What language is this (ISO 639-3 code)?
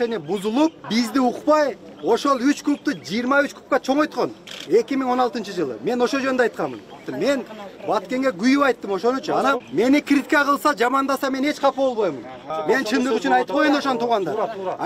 kir